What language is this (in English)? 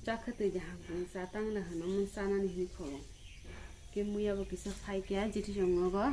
Kok Borok